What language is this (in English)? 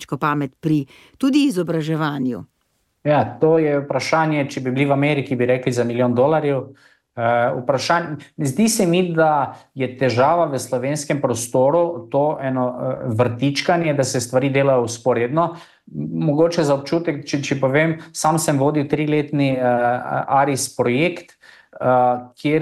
Slovenian